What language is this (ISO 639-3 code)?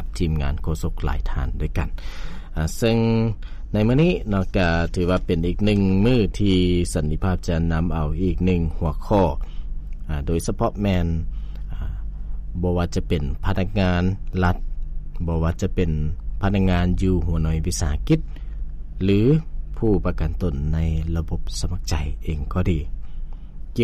lao